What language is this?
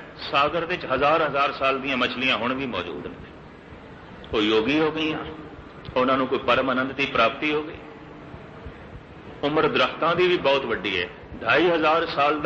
Punjabi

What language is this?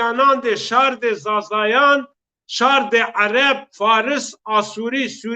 Zaza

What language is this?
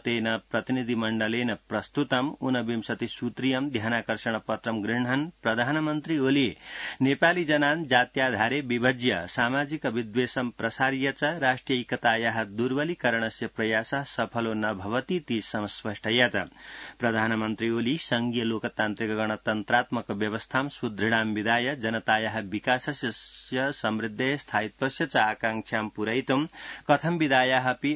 Sanskrit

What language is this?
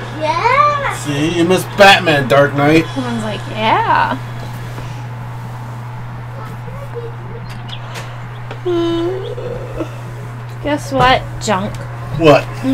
English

